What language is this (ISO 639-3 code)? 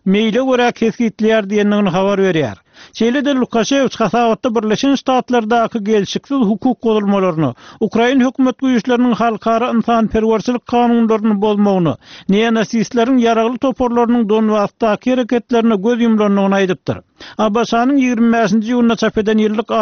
tuk